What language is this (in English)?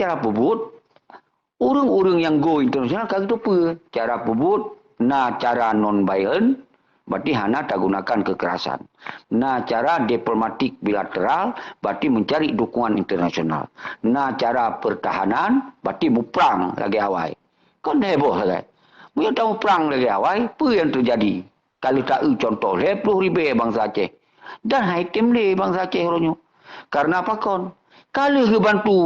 Achinese